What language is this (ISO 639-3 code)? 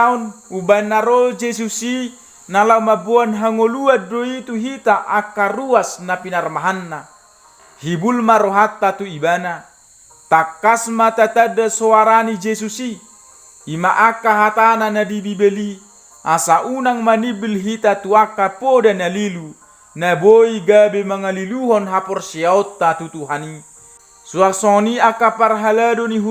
bbc